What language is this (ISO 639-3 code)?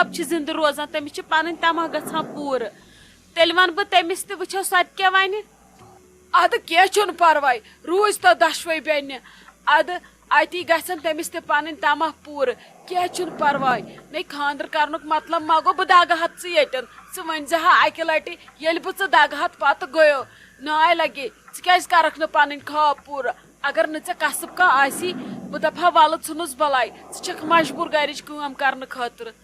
kas